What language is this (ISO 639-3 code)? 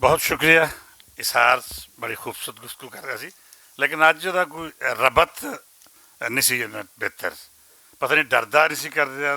lah